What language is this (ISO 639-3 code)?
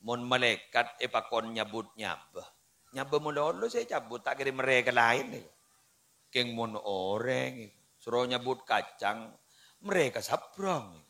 mad